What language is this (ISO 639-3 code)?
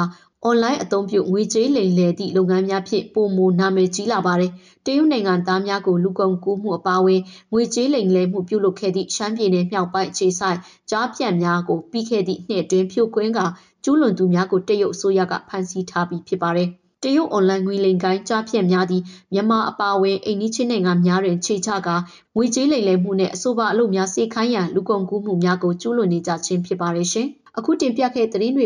mya